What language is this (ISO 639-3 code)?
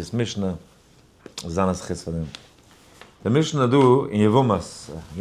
yid